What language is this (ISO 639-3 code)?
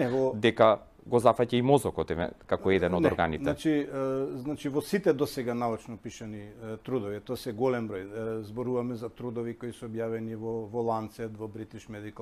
mkd